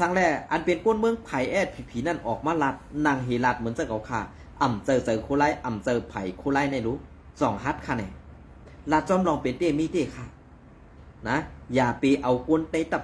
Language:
Shan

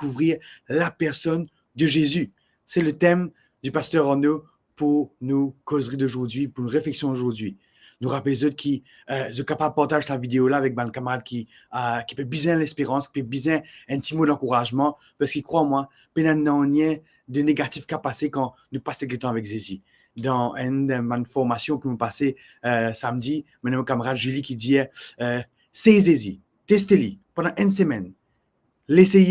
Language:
Morisyen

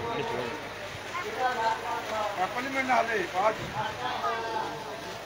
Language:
Punjabi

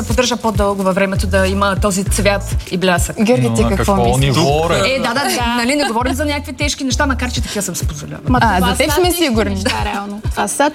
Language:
Bulgarian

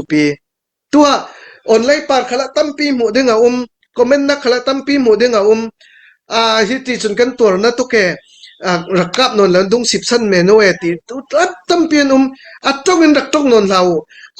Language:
Hakha Chin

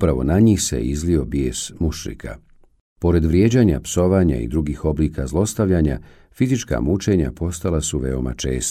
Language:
Bosnian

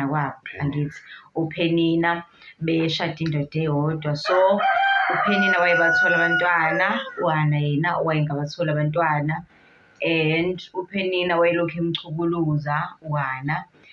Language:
Zulu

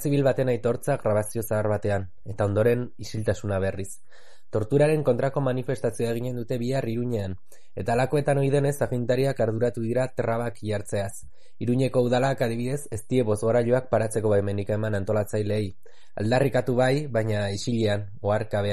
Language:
Basque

